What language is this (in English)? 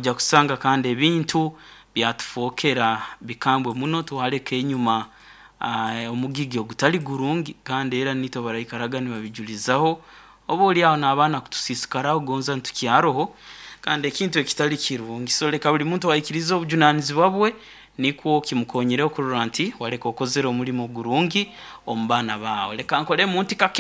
Nyoro